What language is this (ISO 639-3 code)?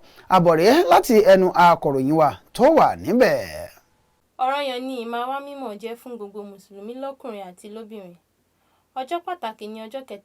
yor